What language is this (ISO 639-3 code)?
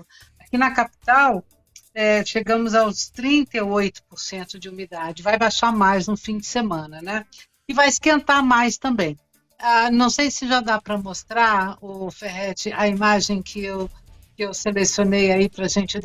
por